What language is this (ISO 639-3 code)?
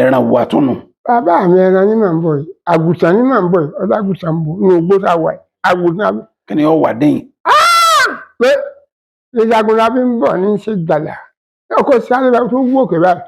yor